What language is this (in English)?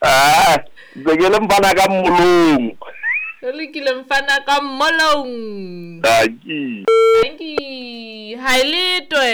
Southern Sotho